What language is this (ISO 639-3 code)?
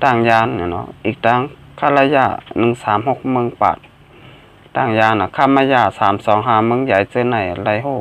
shn